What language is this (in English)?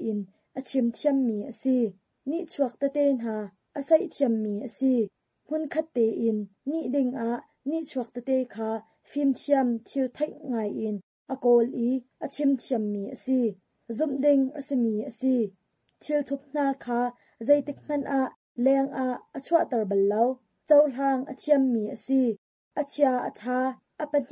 Hakha Chin